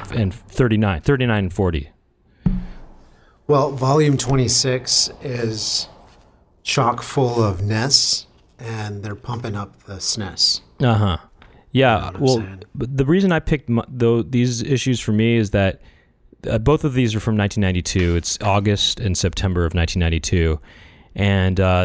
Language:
English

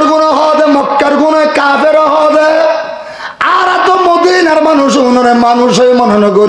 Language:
Rohingya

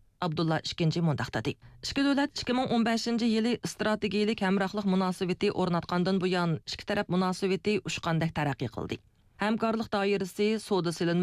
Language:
Uyghur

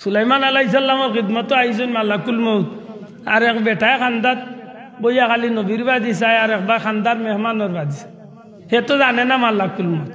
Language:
Sylheti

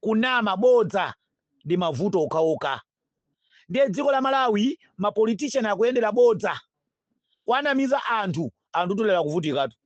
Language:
Nyanja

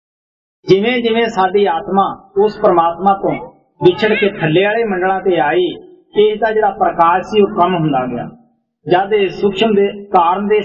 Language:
Punjabi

